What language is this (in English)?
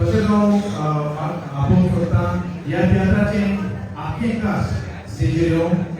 Konkani